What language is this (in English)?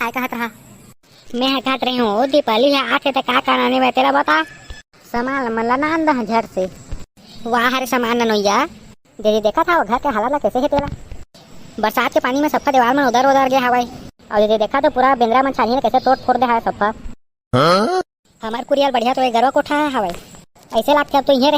Chhattisgarhi